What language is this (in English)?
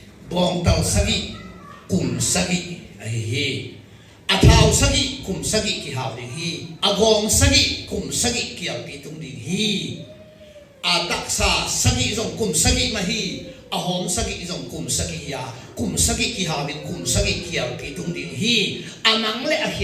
Tedim Chin